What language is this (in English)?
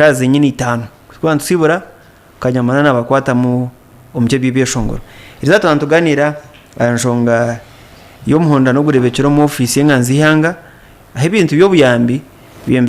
Nyankole